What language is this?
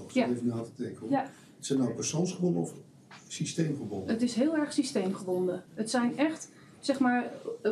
Dutch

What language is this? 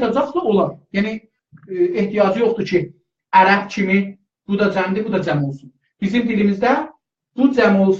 South Azerbaijani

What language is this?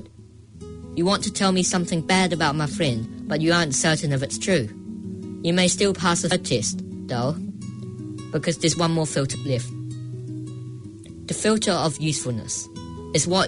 English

